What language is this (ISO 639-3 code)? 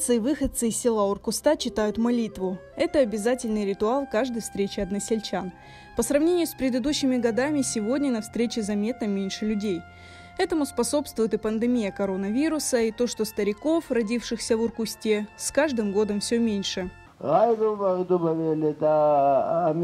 crh